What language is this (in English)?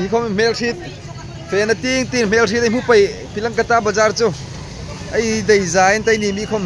Hmar